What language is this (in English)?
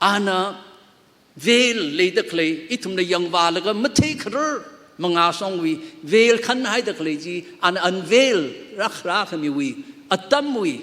Tangkhul Naga (India)